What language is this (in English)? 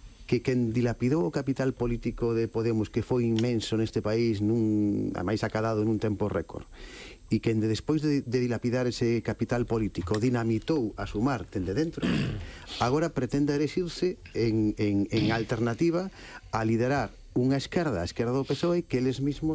Galician